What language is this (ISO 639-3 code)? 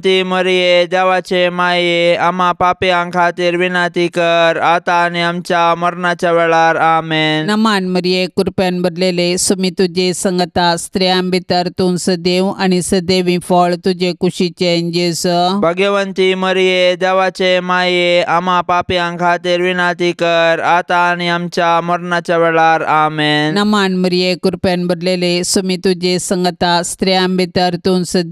kok